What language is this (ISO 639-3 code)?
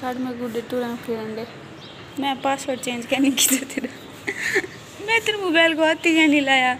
skr